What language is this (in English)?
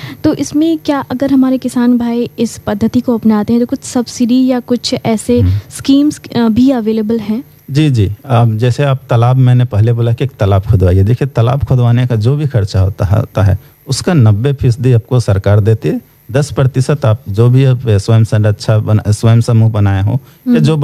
Hindi